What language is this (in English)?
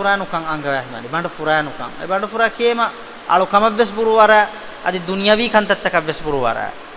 Divehi